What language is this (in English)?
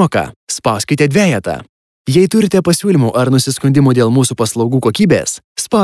Lithuanian